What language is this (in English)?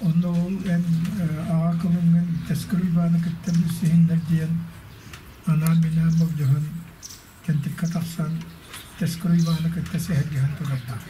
Yakut